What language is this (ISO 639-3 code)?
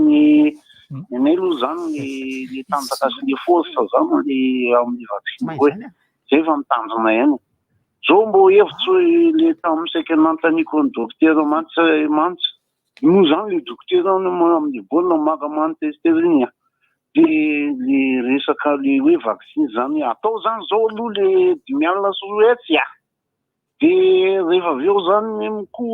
mlg